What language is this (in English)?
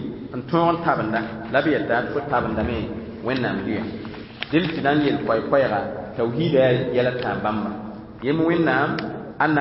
Mossi